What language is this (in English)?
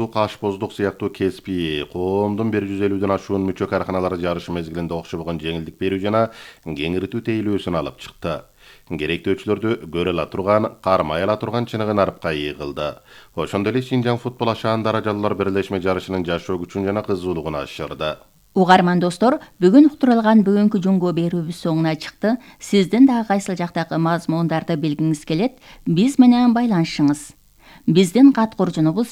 Kyrgyz